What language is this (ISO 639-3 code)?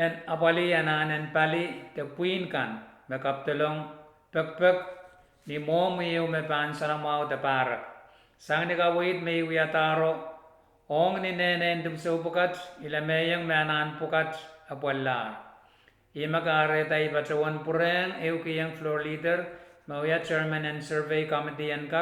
pon